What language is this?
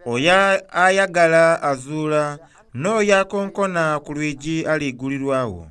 Soga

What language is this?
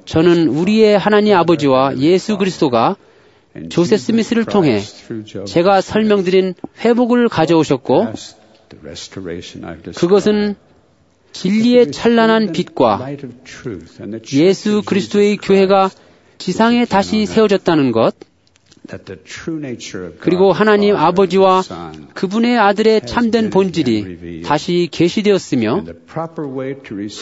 Korean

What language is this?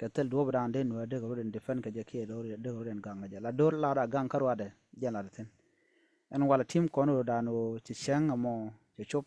Nuer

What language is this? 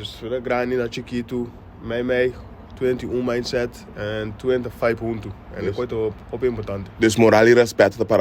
Papiamento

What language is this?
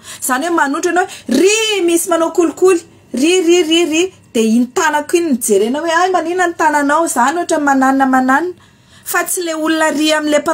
Malagasy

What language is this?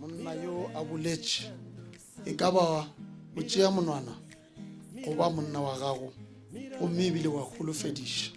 Northern Sotho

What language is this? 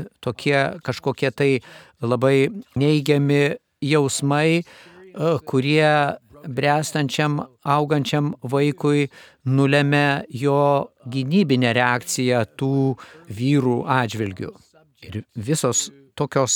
Lithuanian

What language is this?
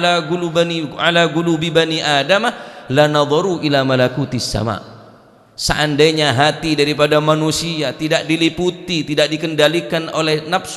Madurese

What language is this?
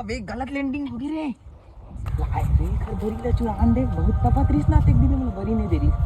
Chhattisgarhi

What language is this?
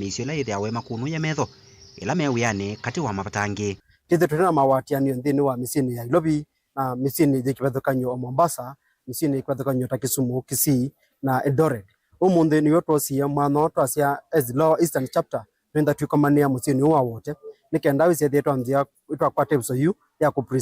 Kamba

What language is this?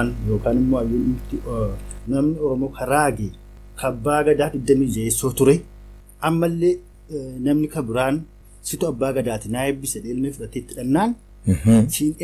Oromo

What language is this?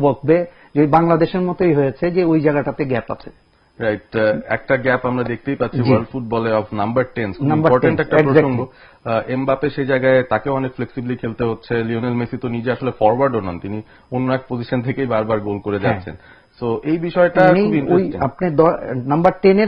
Bangla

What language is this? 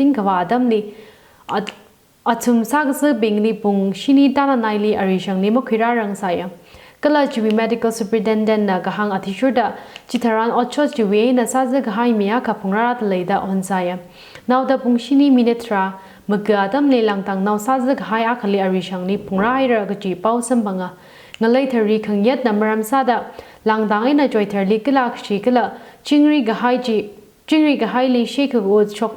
Tangkhul Naga (India)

